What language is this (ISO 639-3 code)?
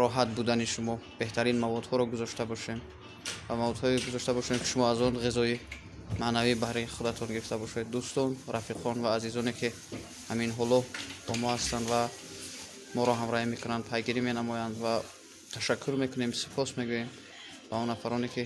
tgk